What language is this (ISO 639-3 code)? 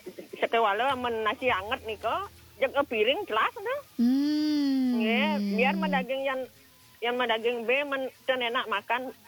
ban